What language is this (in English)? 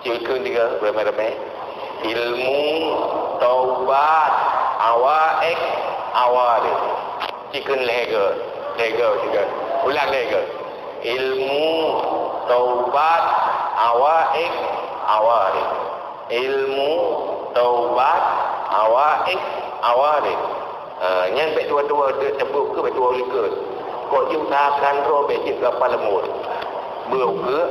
Achinese